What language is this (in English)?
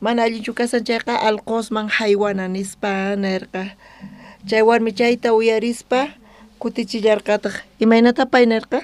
South Bolivian Quechua